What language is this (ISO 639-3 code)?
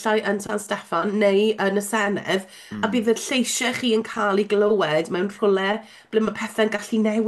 cym